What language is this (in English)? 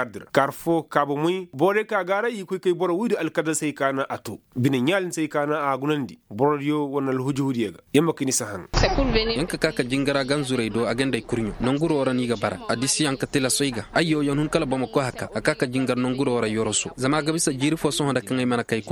Koyraboro Senni